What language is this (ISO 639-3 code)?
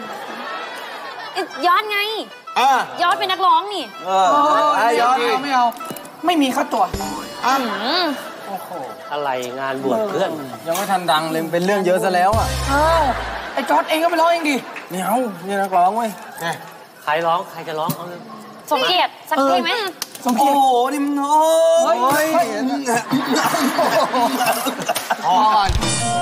tha